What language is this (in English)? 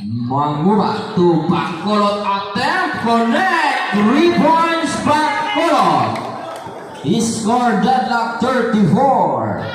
Cebuano